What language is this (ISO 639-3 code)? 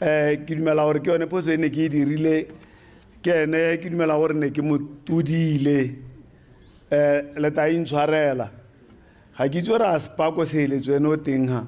tsn